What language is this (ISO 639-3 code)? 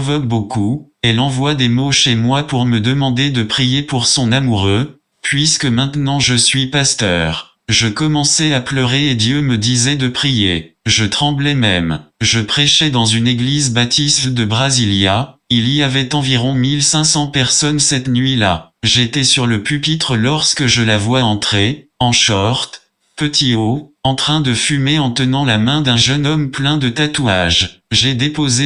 fra